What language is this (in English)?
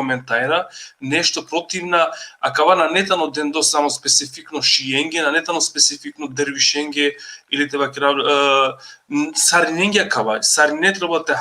Balkan Romani